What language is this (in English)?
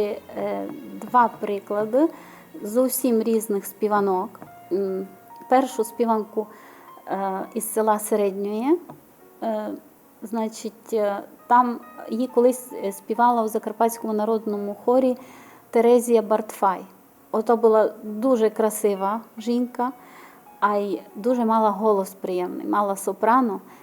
Rusyn